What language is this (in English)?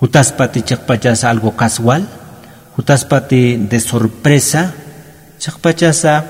Aymara